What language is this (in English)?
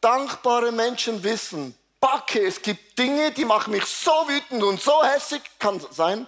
Swiss German